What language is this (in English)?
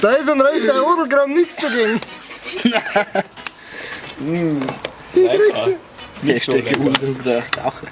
Bavarian